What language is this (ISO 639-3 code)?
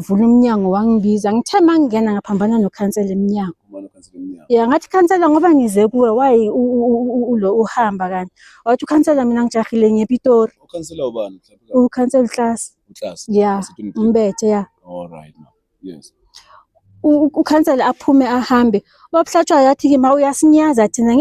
zul